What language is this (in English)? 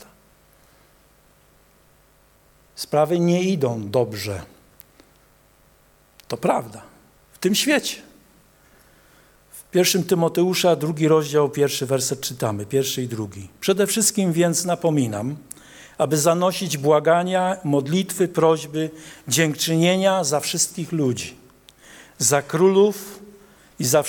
Polish